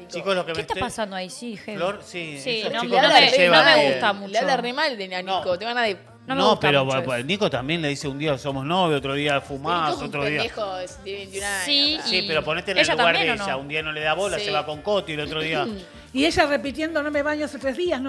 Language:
Spanish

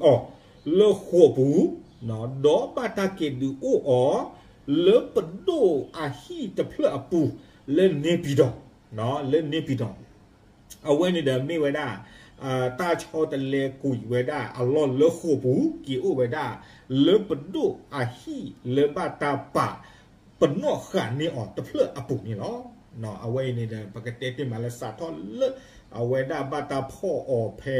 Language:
S'gaw Karen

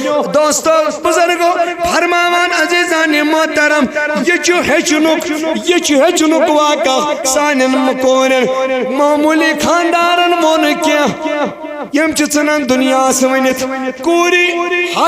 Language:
Kashmiri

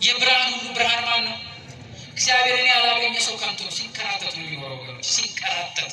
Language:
Amharic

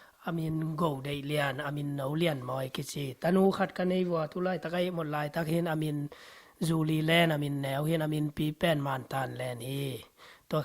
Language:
Tedim Chin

